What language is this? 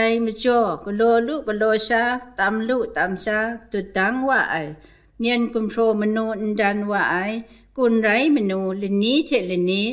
Kachin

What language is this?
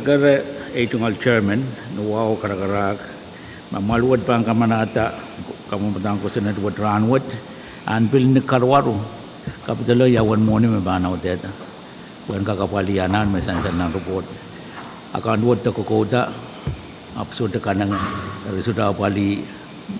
Pohnpeian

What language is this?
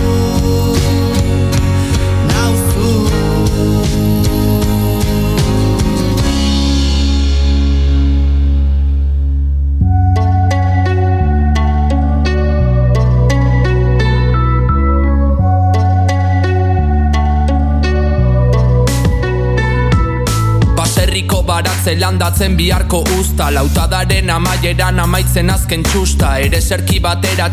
Basque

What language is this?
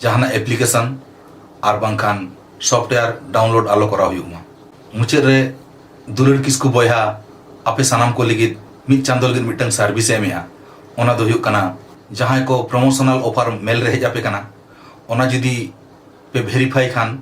Santali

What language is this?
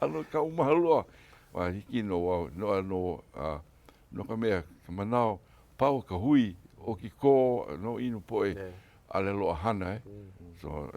Hawaiian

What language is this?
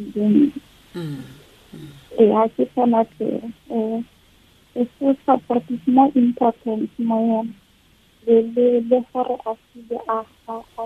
Tswana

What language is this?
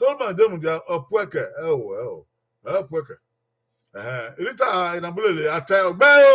Bini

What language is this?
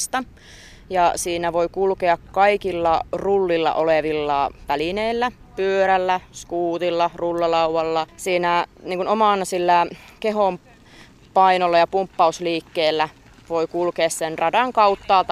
Finnish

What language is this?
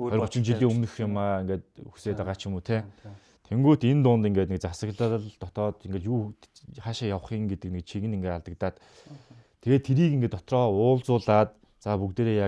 Mongolian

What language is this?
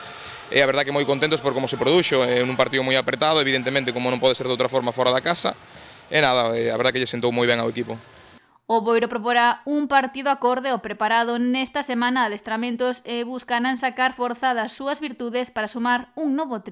Galician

